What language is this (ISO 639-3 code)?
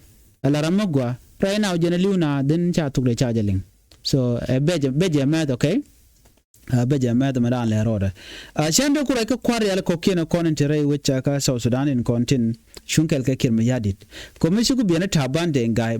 nus